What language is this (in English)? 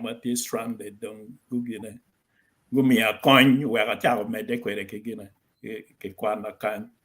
Acoli